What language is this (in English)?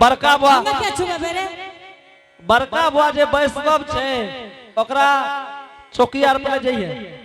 Angika